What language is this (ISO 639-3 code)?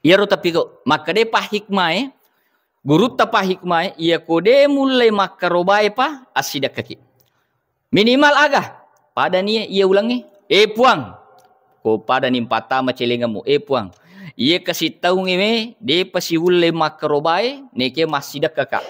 bug